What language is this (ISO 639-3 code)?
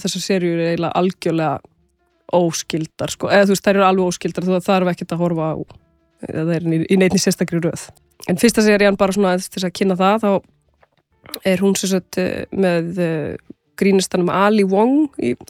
isl